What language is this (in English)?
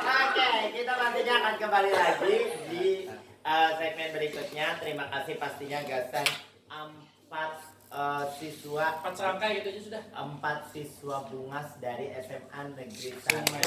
Banjar